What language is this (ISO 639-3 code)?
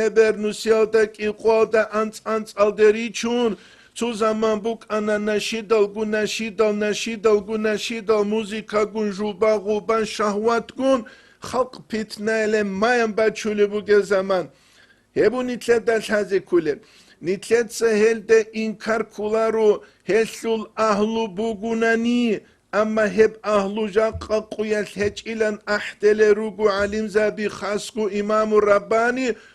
ava